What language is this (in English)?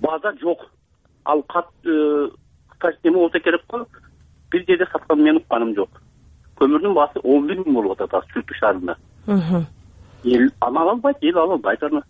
Kyrgyz